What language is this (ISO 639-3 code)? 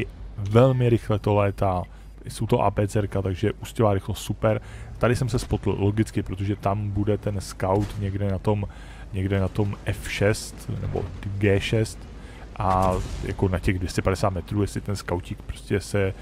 ces